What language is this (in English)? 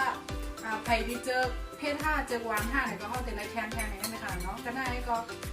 Shan